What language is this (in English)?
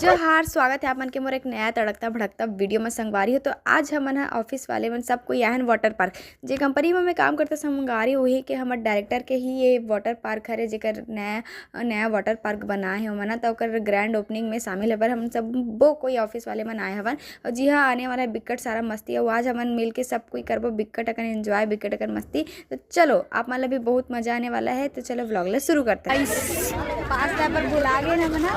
Chhattisgarhi